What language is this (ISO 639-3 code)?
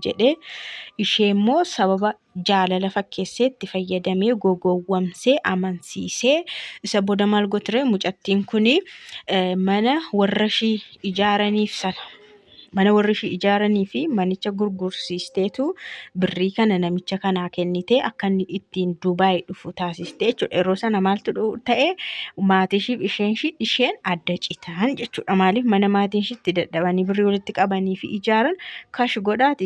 orm